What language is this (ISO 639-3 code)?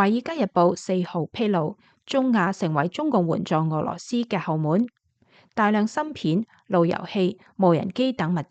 yue